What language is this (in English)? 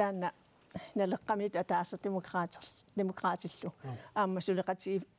Kalaallisut